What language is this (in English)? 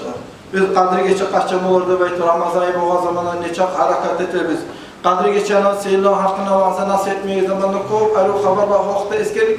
Kumyk